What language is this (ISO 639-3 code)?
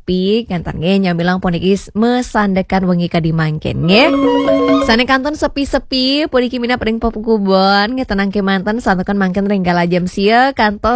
ban